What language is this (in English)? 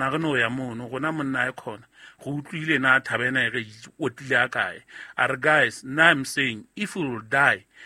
Southern Sotho